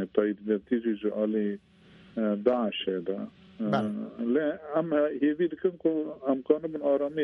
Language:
Kurdish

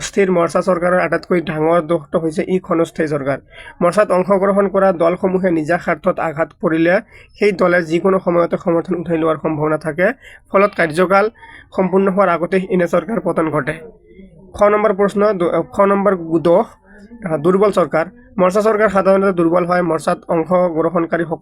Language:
Assamese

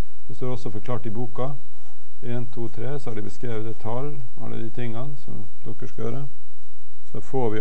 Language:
Norwegian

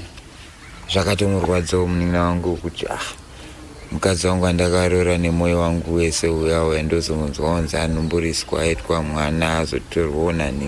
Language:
Shona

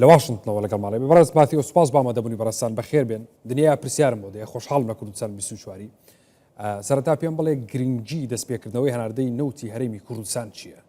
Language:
Central Kurdish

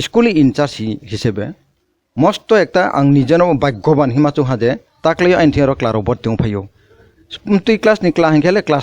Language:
Kok Borok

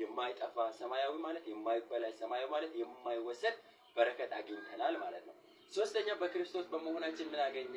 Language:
Amharic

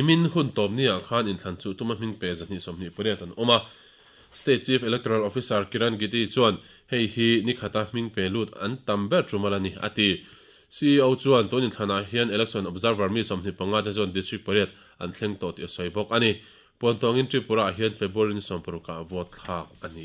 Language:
Mizo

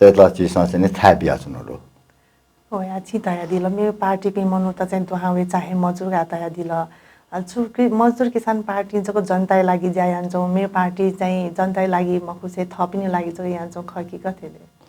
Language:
Newari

